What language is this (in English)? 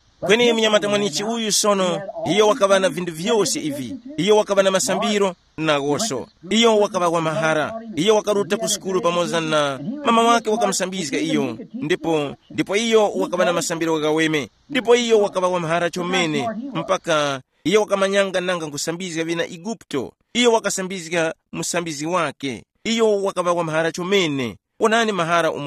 Tumbuka